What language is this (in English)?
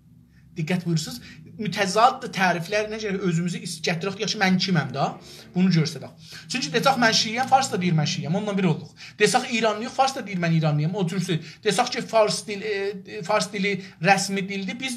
South Azerbaijani